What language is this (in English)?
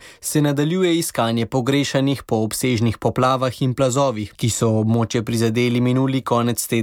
Slovenian